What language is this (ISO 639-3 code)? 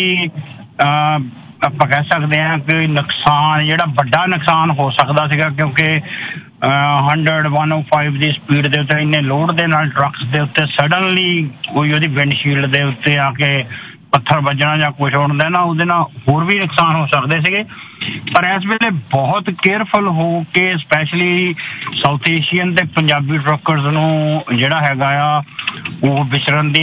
pan